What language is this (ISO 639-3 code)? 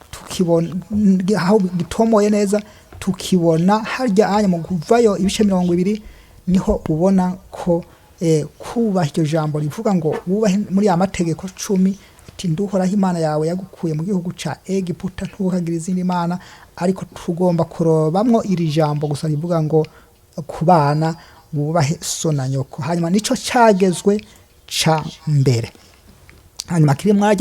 run